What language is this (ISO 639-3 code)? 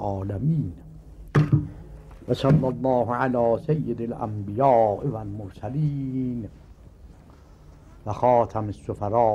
fas